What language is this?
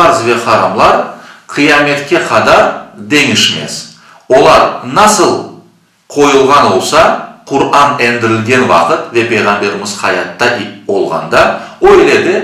Crimean Tatar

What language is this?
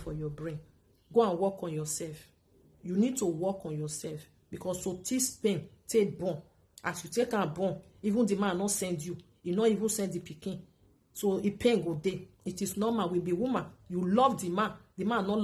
Nigerian Pidgin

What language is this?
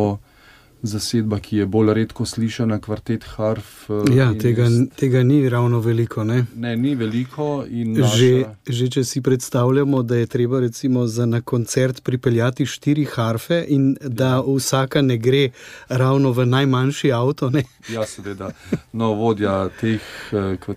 Slovenian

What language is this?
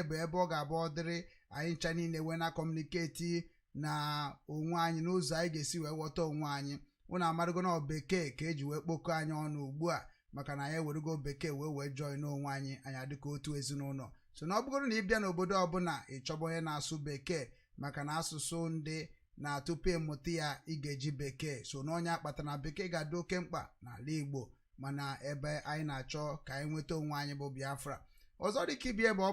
Igbo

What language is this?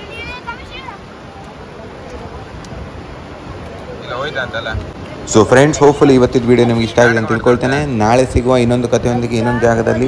Kannada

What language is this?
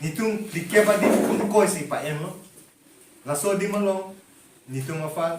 Karbi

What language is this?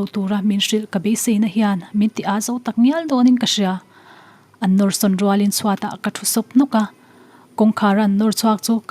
Mizo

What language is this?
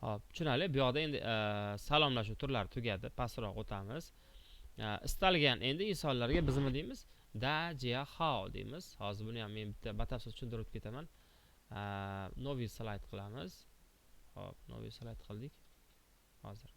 Uzbek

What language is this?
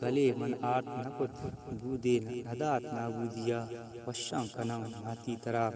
Eastern Balochi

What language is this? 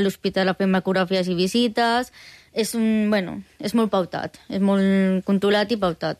Catalan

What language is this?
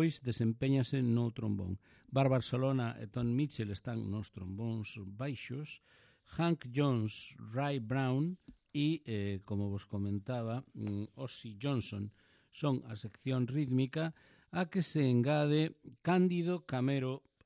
Galician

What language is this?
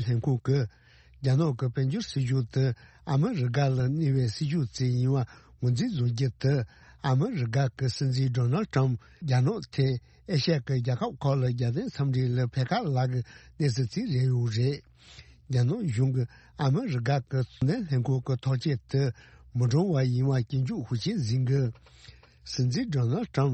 Tibetan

